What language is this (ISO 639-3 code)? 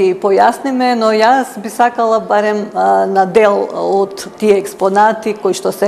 mkd